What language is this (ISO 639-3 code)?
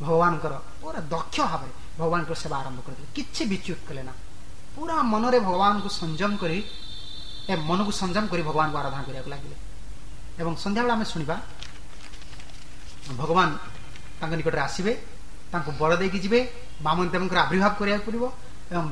ori